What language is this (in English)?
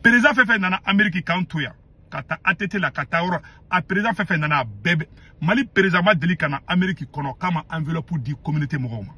Bambara